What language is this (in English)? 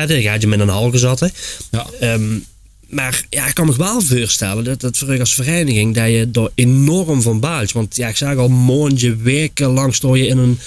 Limburgish